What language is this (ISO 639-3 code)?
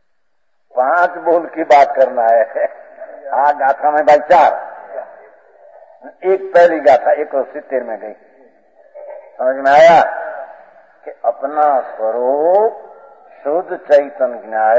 hin